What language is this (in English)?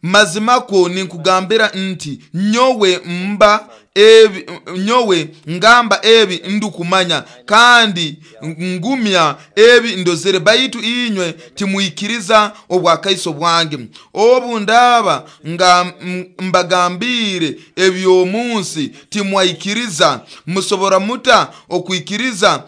Nyoro